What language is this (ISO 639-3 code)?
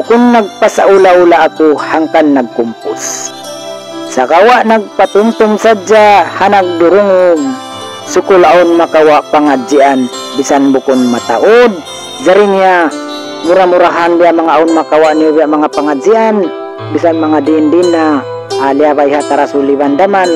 tsg